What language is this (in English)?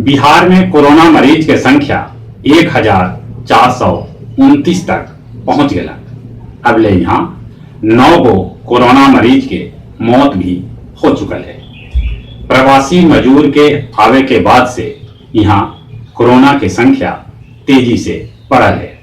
Magahi